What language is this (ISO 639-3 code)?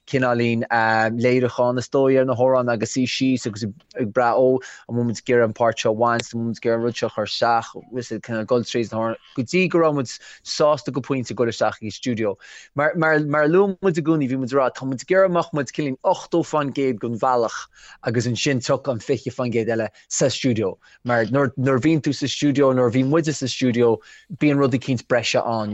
gle